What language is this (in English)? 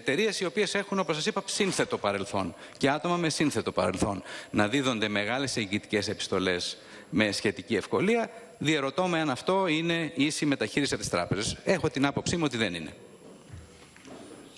Greek